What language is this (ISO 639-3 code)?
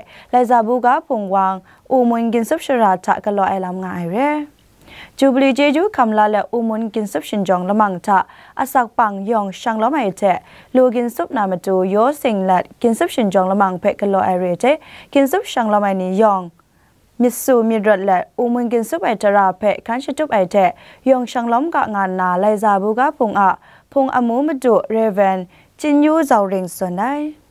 kac